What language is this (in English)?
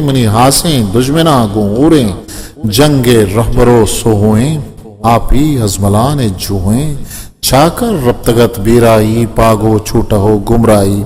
Eastern Balochi